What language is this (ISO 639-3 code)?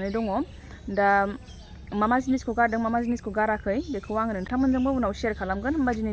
brx